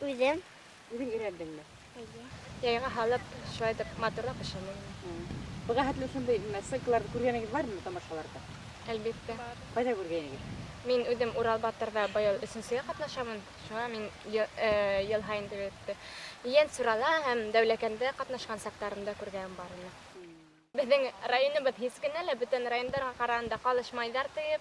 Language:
Bashkir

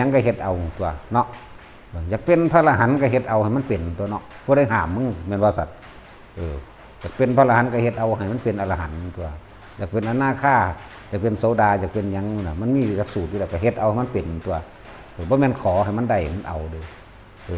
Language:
Lao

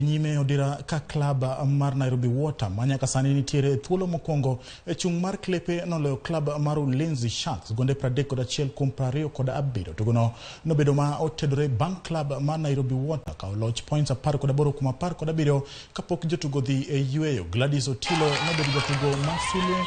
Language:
Luo (Kenya and Tanzania)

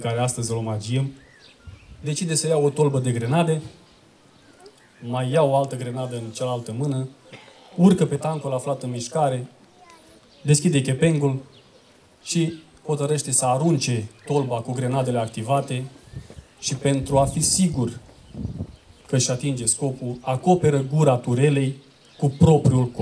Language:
Romanian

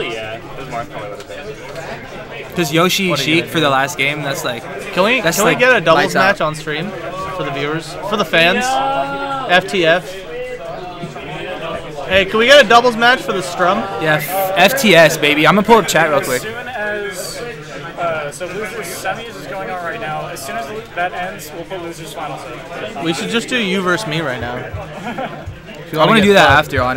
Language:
English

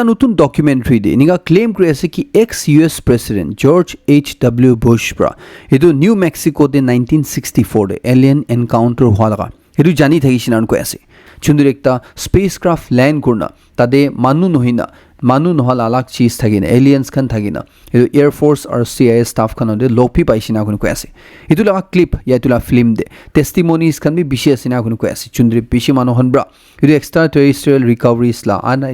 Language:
Naga Pidgin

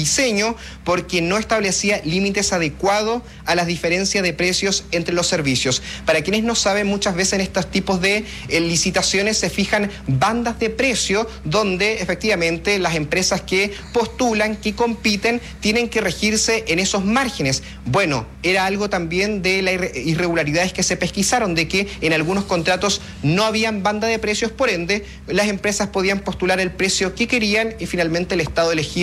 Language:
Spanish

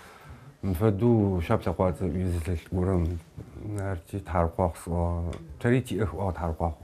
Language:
Adyghe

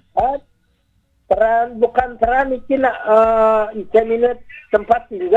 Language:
Balinese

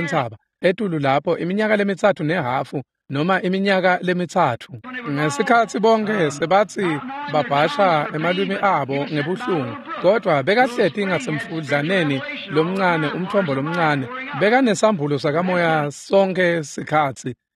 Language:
Swati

